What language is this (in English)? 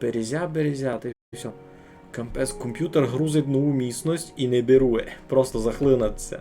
Rusyn